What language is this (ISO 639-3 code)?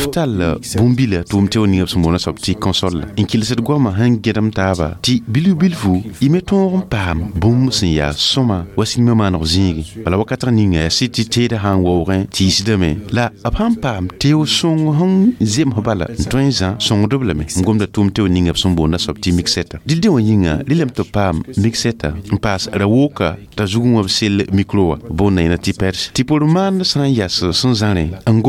mos